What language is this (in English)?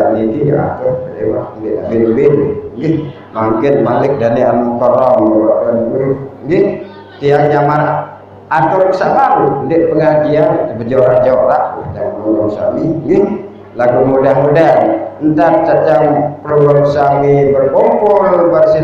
Sasak